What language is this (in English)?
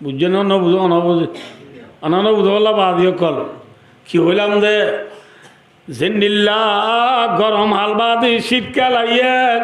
Rohingya